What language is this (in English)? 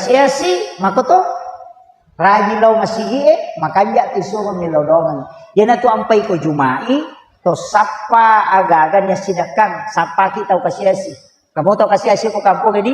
Buginese